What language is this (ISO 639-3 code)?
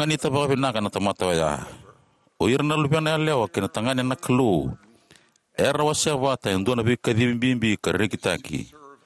fij